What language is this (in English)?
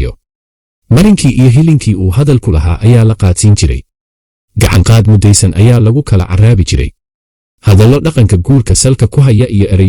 Somali